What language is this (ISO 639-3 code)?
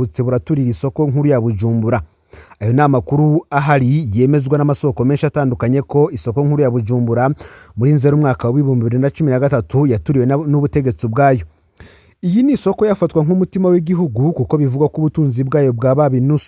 run